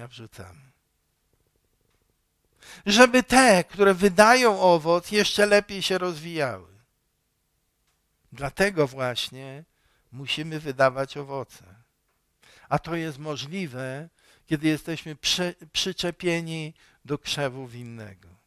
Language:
Polish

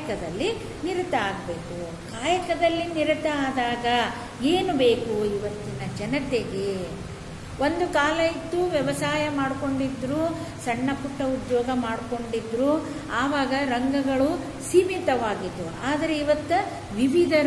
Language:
Kannada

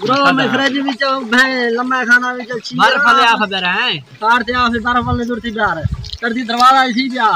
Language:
Saraiki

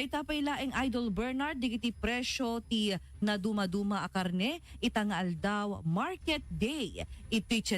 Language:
Iloko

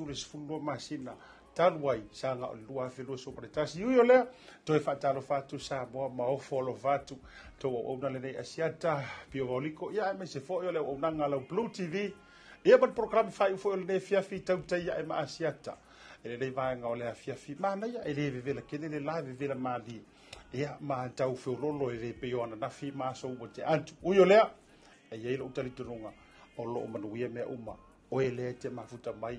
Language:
Samoan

